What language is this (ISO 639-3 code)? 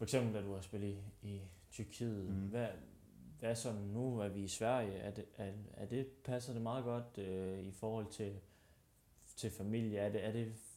dan